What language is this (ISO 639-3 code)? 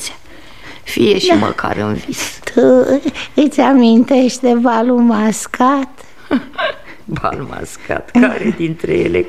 ron